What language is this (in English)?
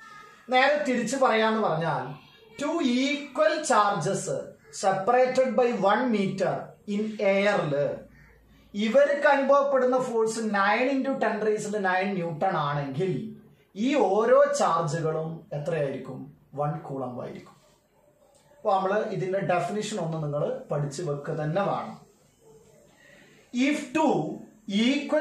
Malayalam